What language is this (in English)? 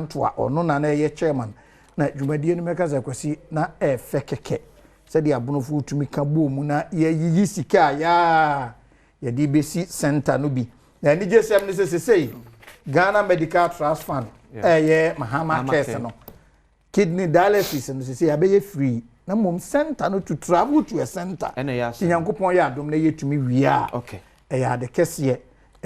Akan